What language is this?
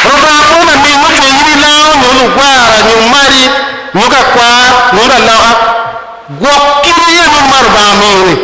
Acoli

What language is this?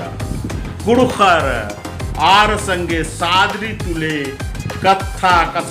Kurukh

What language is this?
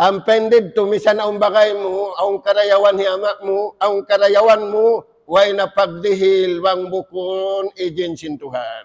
Tausug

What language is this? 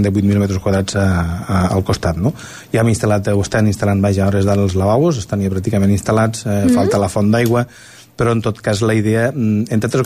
Catalan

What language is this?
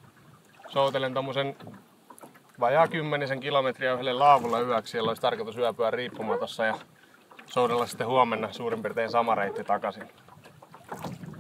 Finnish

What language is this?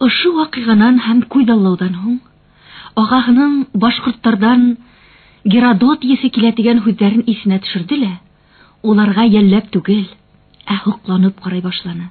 Bashkir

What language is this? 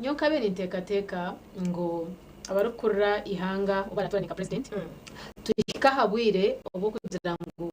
Nyankole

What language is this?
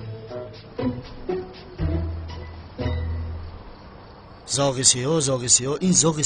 Persian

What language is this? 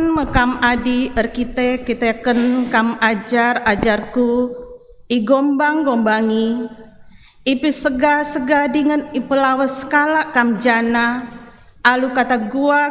Batak Karo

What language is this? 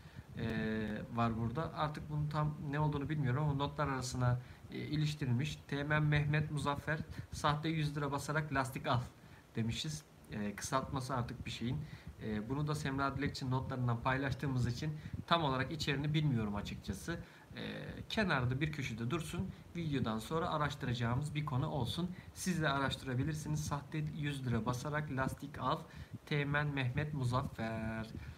Turkish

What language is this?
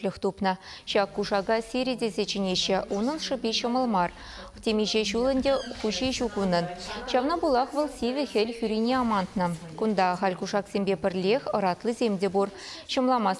Chuvash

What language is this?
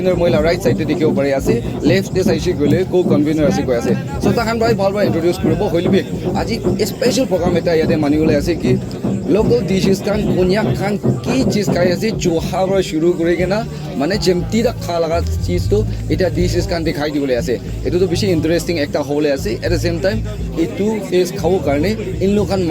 Naga Pidgin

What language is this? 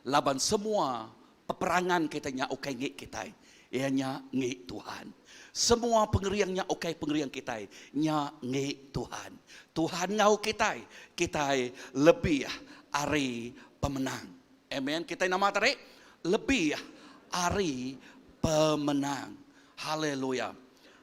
Iban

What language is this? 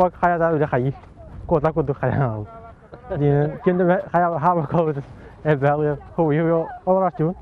Yakut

